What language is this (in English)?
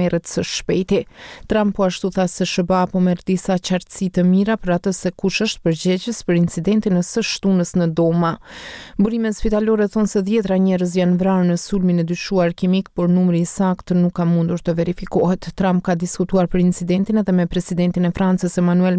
Albanian